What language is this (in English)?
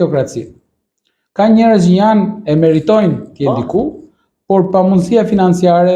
Albanian